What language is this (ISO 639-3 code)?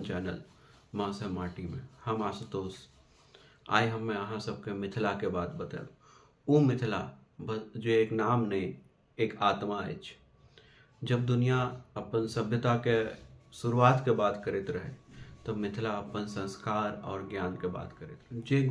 mai